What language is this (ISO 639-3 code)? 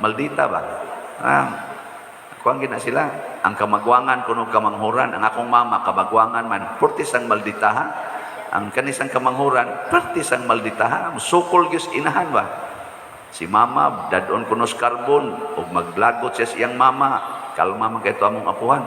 ceb